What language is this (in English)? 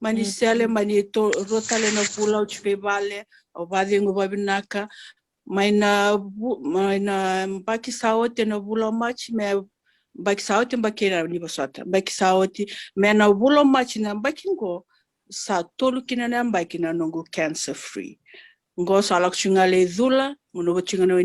Fijian